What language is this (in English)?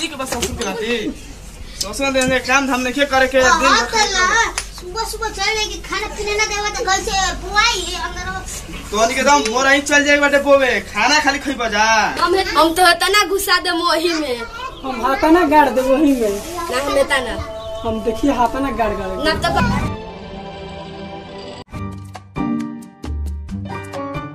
Bhojpuri